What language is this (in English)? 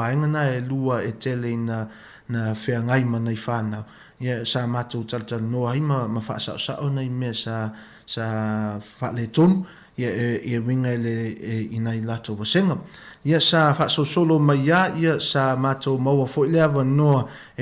Samoan